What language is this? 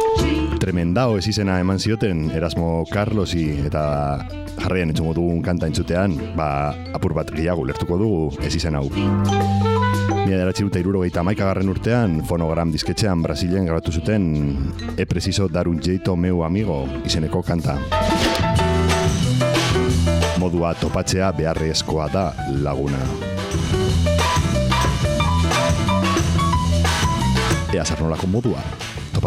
Basque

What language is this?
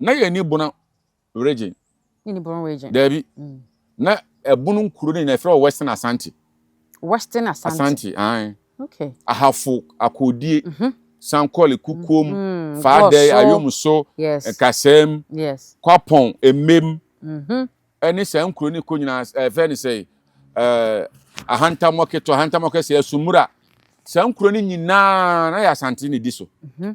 Akan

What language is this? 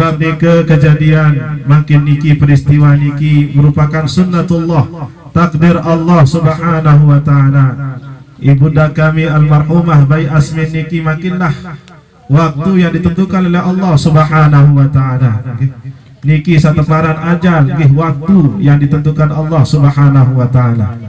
Sasak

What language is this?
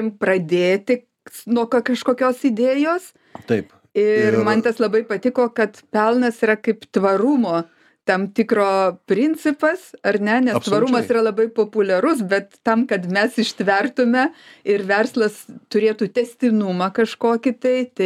Lithuanian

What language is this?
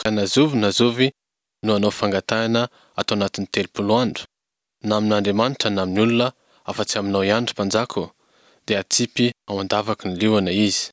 Malagasy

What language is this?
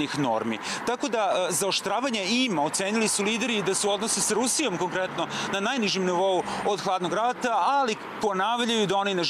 Serbian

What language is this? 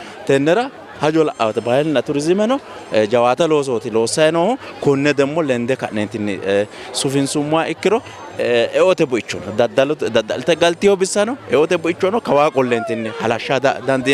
Sidamo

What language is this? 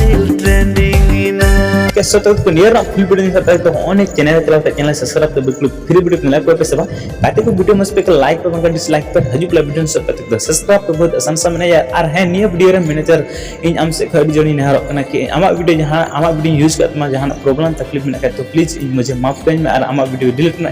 Santali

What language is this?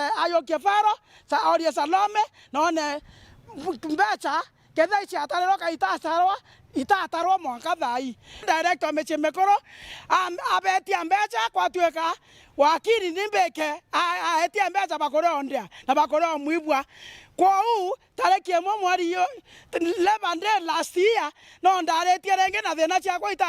Meru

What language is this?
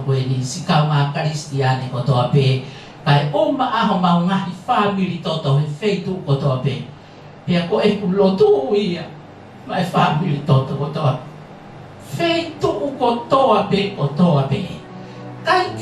Tongan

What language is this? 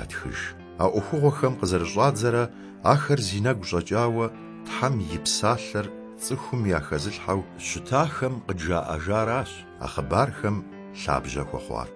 Kabardian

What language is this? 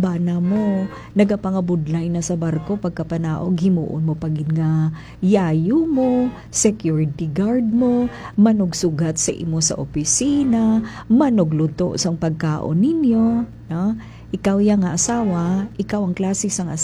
Hiligaynon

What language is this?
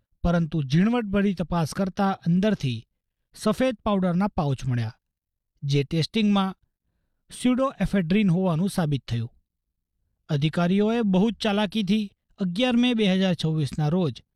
Gujarati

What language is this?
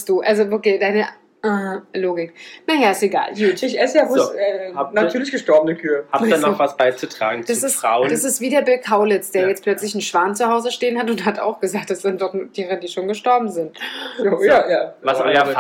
German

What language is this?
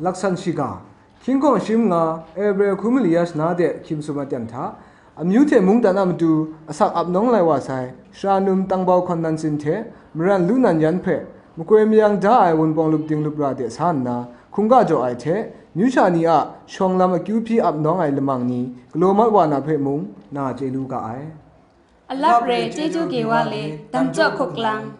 Kachin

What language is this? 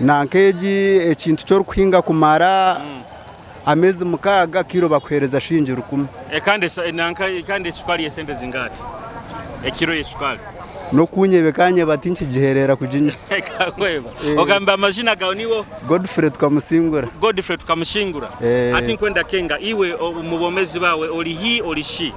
Nyoro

